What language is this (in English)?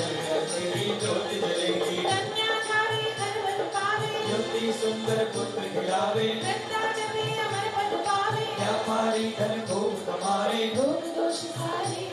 Hindi